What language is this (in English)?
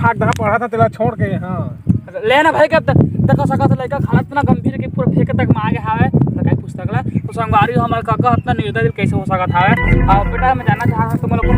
Chhattisgarhi